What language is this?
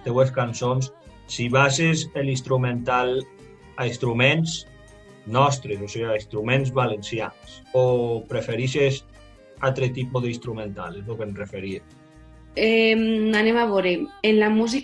Catalan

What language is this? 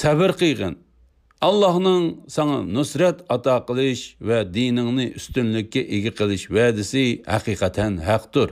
Uyghur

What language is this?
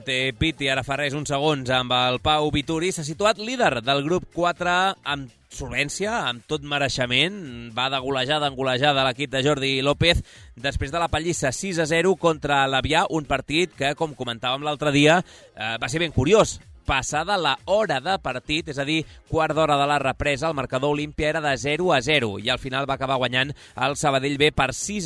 Catalan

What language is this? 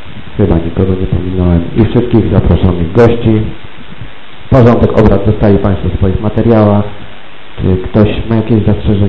Polish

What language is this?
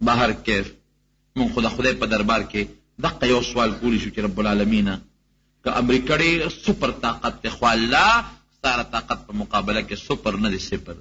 Pashto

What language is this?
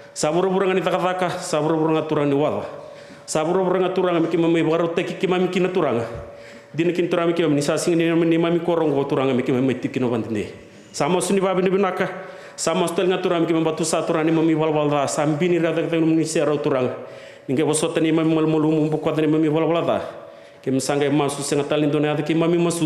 Fijian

